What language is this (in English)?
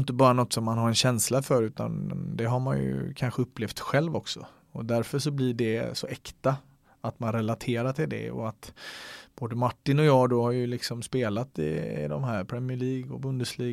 Swedish